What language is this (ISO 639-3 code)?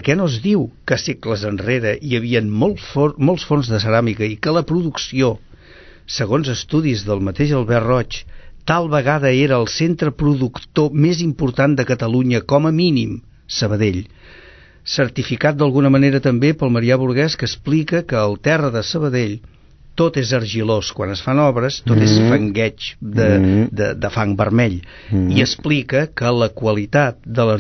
cat